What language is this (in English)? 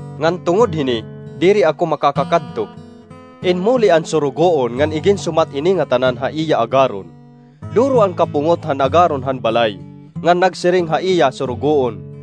Waray